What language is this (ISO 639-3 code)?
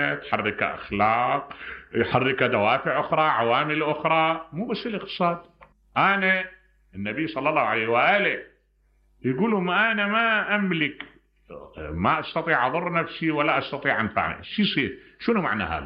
acm